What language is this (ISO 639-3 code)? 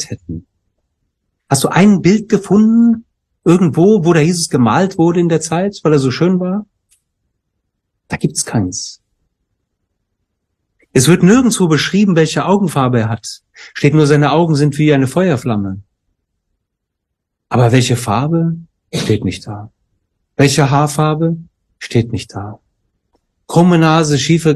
deu